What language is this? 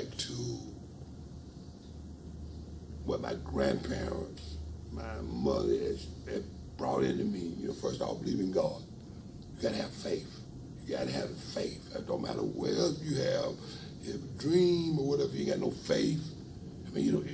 English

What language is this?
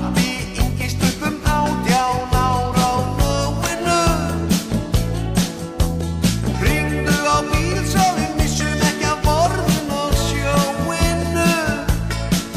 Icelandic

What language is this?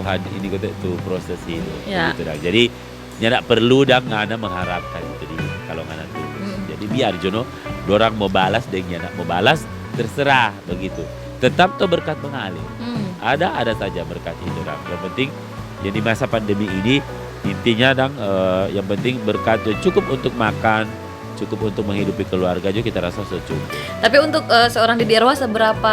Manado Malay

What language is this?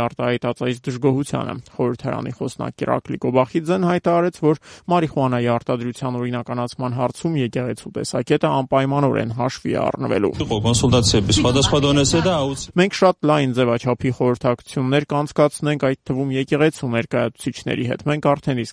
Armenian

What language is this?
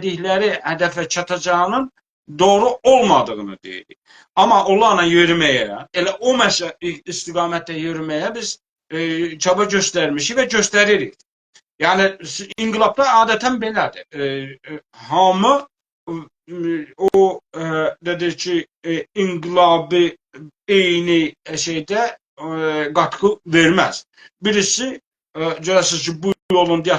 South Azerbaijani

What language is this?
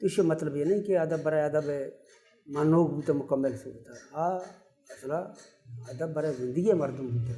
Baluchi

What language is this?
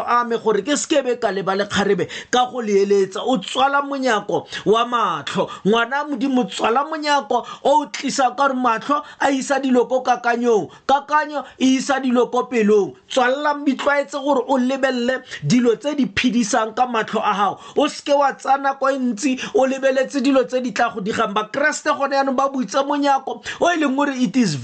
Tswana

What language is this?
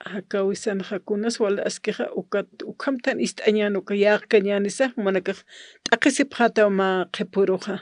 Aymara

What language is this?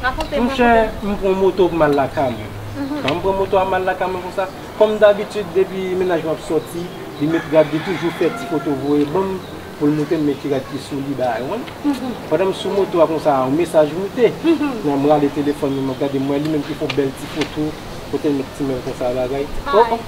Haitian Creole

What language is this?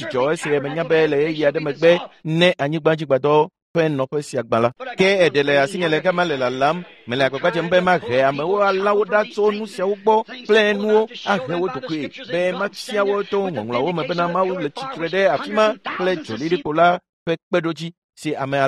Ewe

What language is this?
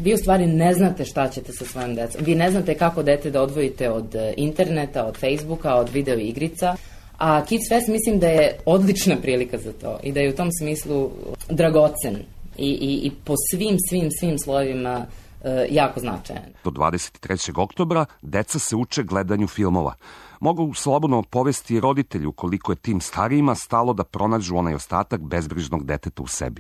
Serbian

